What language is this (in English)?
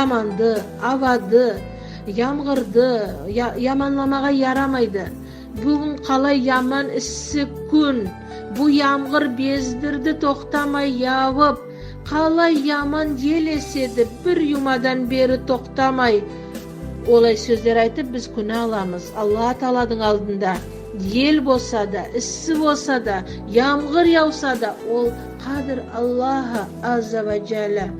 Nogai